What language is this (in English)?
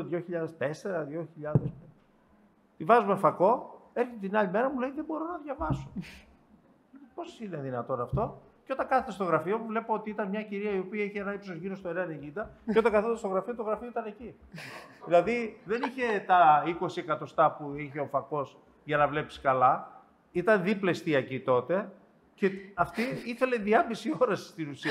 Greek